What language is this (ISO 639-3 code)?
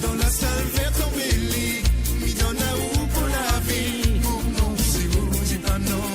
mfe